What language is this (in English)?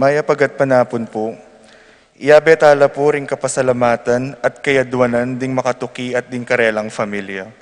Pampanga